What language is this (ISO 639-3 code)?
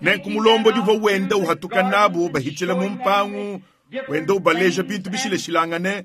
lua